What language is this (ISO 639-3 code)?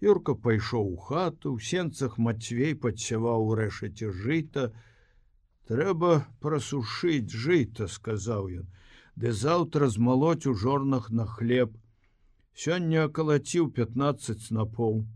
bel